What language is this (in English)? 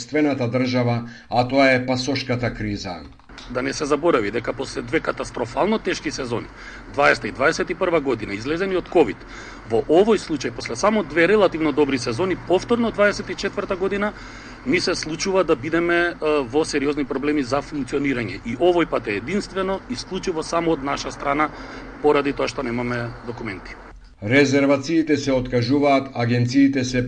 Macedonian